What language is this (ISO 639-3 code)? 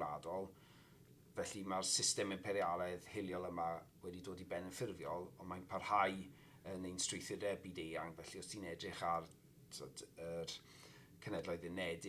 cym